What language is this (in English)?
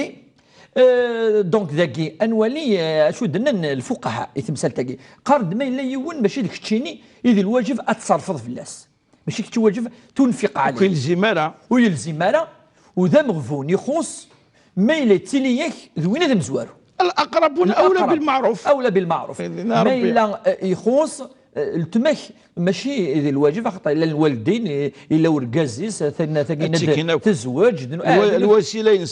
Kabyle